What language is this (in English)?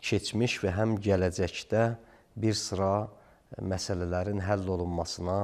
Azerbaijani